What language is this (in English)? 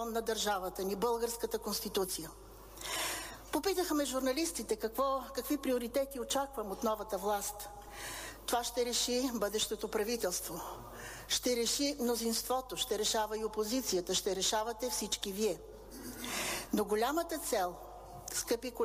Bulgarian